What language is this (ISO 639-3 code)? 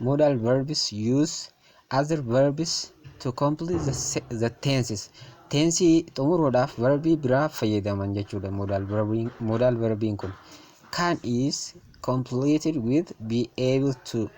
orm